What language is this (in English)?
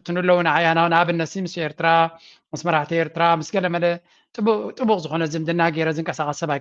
Tigrinya